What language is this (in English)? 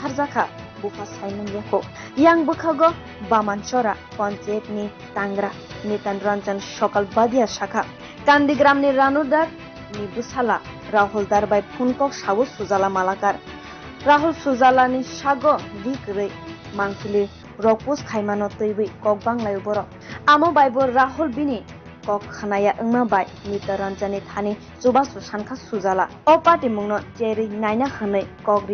Kok Borok